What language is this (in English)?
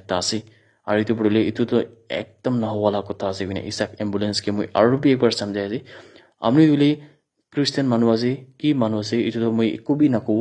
Naga Pidgin